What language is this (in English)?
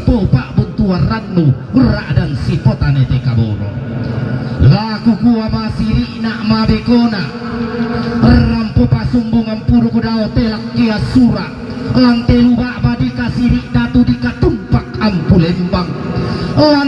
Toraja-Sa'dan